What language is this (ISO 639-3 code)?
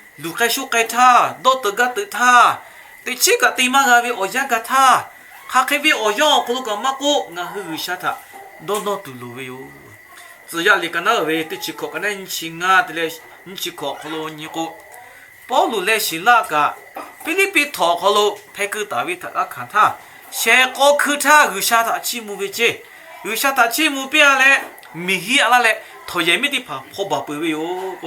lhu